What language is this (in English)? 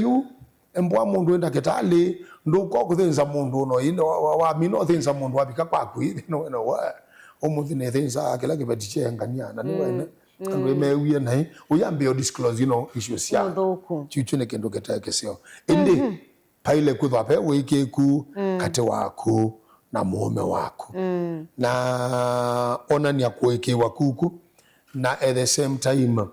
Kamba